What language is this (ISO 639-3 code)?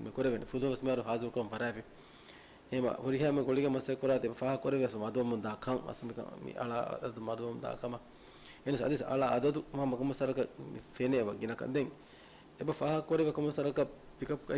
div